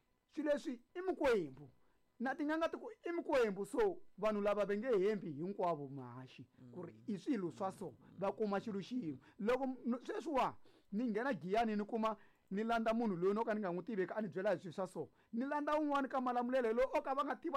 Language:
Tsonga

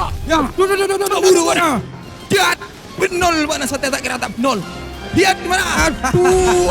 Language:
Madurese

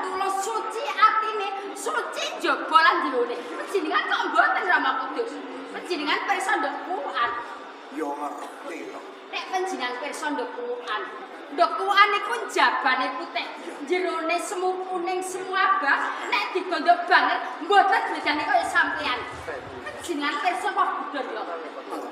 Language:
Javanese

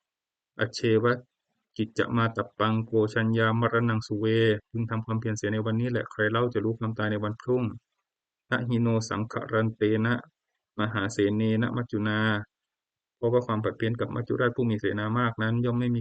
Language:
Pali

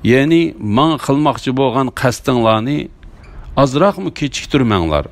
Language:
Uyghur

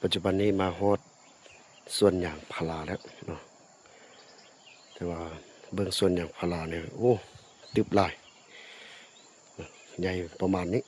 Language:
Lao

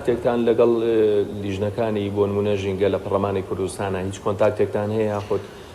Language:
Central Kurdish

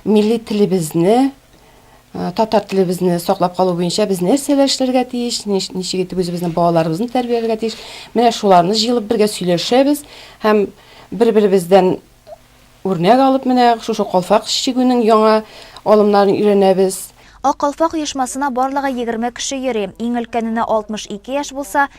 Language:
Tatar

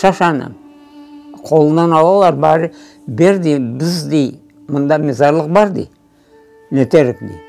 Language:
Crimean Tatar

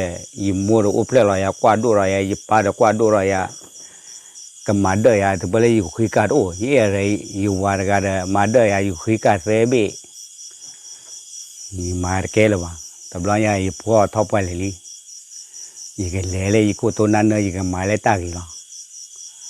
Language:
S'gaw Karen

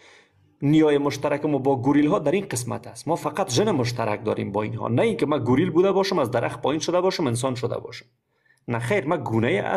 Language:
Persian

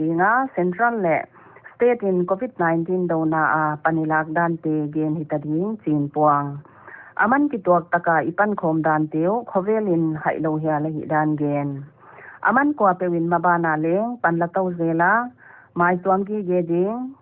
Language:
Paite Chin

